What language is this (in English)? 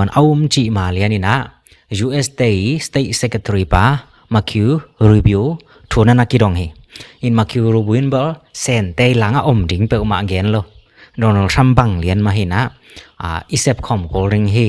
Tedim Chin